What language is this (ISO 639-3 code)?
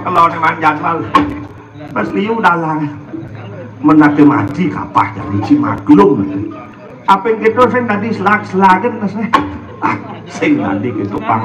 ban